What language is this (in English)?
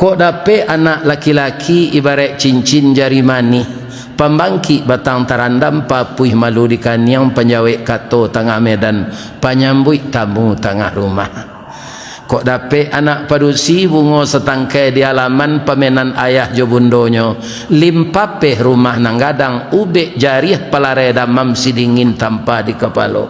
Minangkabau